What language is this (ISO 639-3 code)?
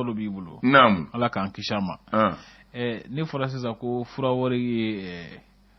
bam